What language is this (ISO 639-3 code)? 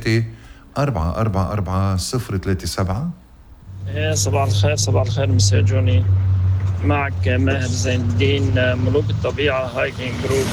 apc